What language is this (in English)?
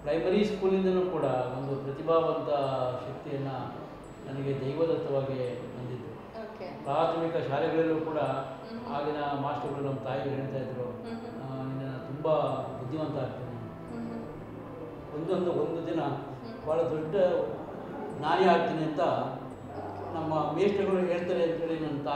Kannada